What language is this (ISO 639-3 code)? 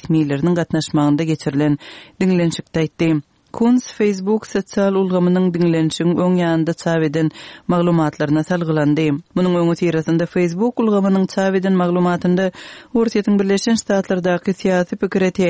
tuk